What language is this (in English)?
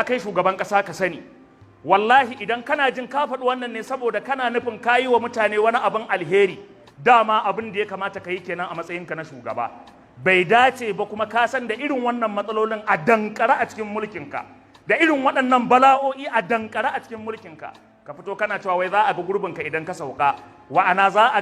Hausa